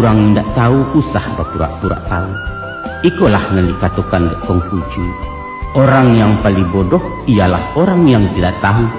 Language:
Minangkabau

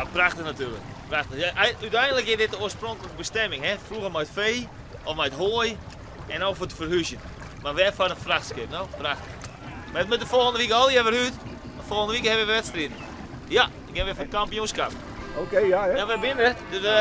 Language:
Western Frisian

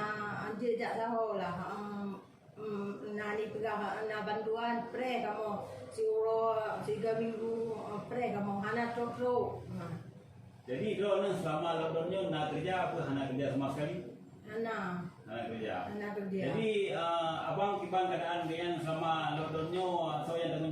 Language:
Achinese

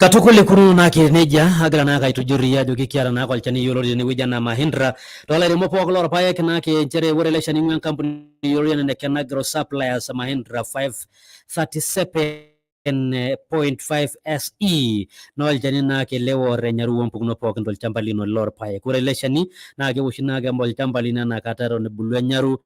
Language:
Masai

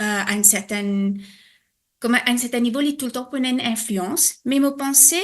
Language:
Morisyen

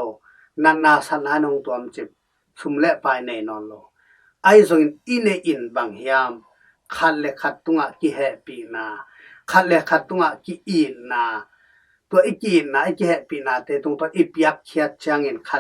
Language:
Tedim Chin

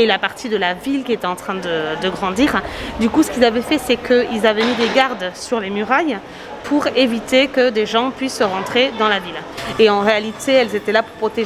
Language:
French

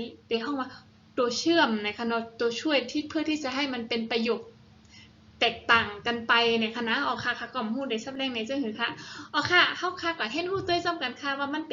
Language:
Shan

